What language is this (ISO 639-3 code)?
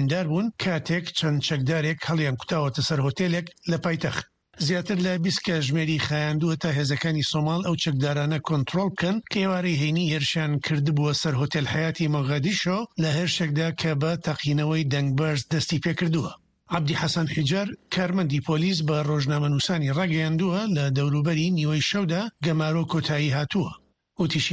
ckb